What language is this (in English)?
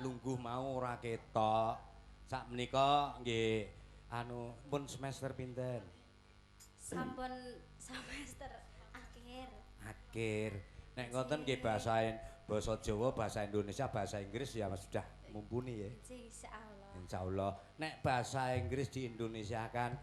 Javanese